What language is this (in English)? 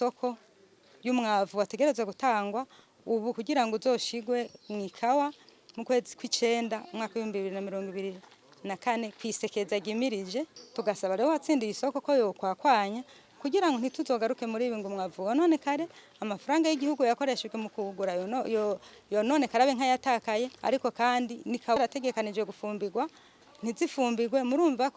Rundi